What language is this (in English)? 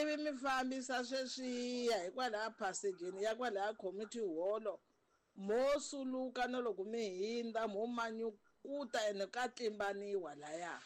Tsonga